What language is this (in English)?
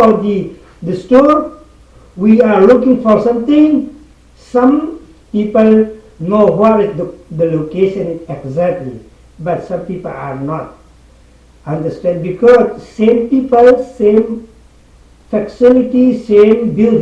Hakha Chin